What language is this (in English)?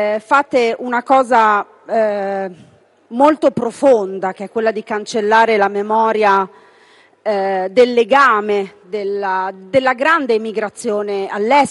Italian